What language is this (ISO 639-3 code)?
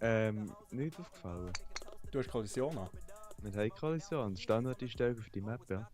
gsw